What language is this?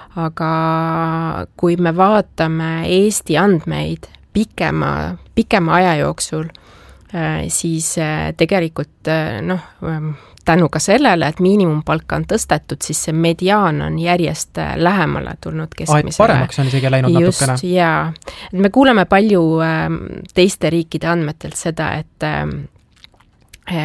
Estonian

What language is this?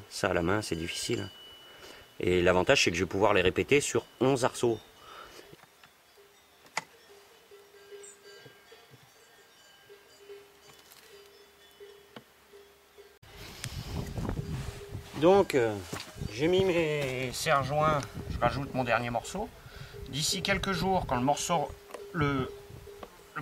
French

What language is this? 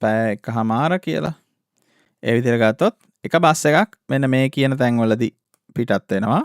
Sinhala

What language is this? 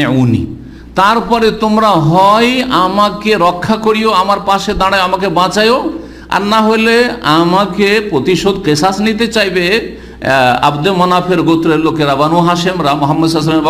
Bangla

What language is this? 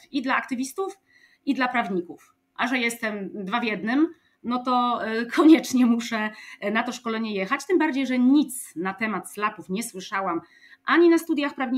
Polish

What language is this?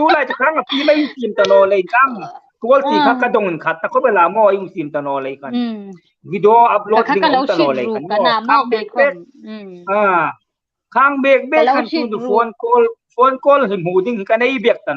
Hmar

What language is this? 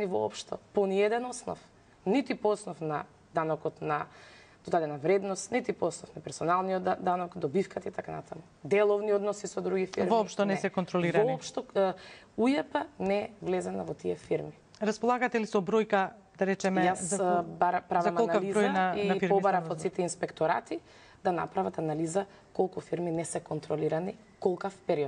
Macedonian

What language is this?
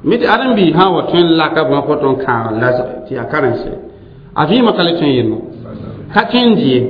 Mossi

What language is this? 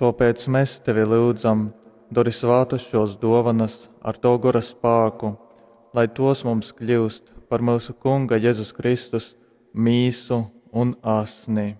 Latgalian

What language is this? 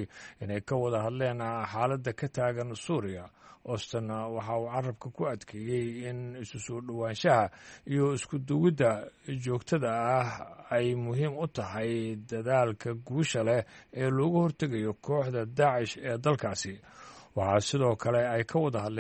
Somali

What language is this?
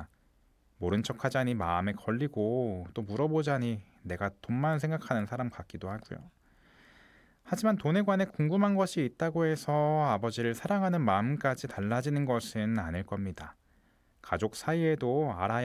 Korean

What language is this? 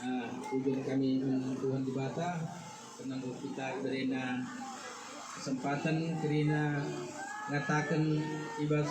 Batak Karo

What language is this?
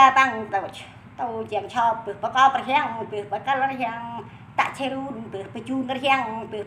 Central Mnong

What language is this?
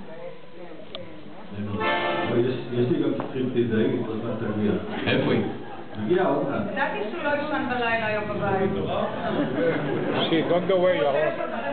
Hebrew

